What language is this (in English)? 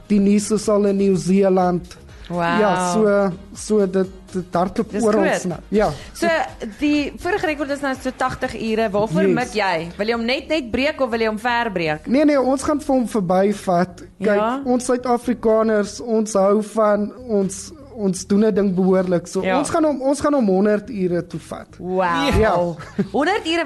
Afrikaans